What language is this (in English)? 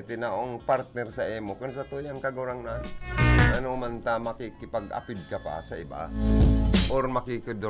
Bikol